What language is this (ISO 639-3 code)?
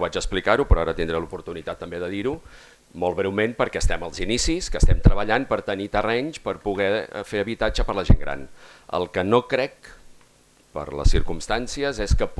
cat